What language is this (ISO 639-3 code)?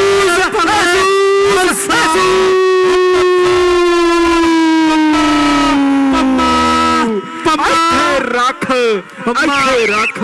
pan